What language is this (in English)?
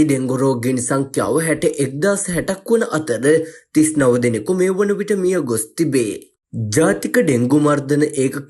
Sinhala